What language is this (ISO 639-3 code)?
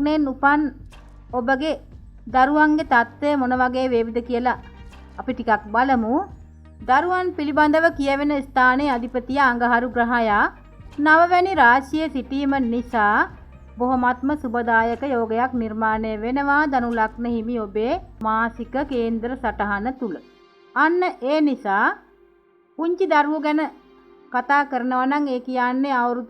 sin